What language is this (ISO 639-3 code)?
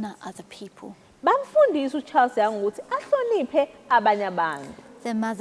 zul